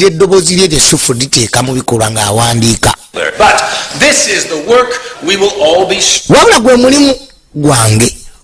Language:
Ganda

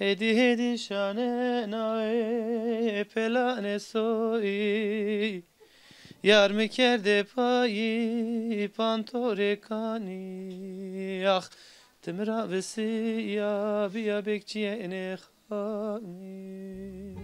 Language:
Zaza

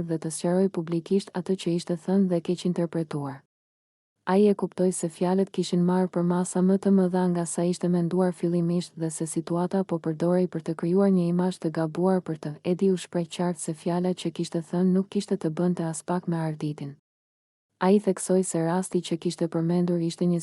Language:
Albanian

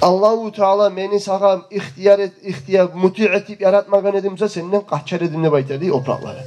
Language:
Kumyk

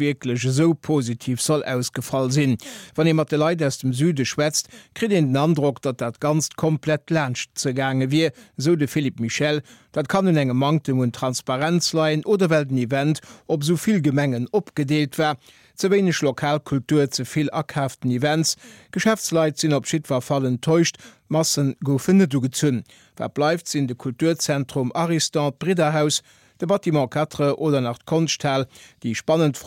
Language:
Luxembourgish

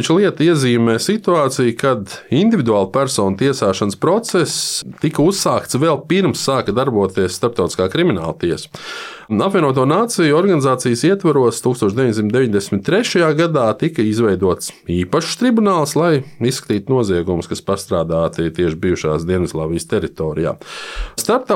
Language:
Latvian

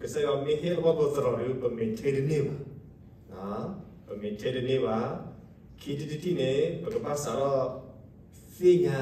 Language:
S'gaw Karen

